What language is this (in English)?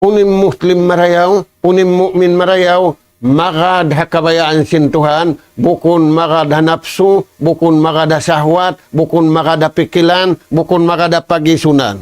Tausug